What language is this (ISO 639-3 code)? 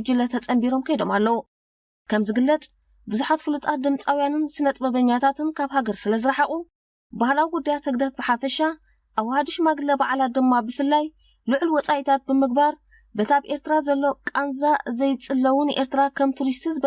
tir